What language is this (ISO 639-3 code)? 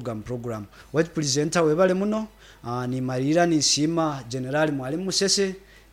nyo